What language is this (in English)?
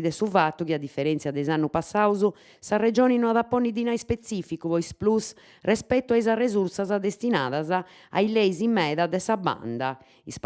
Sardinian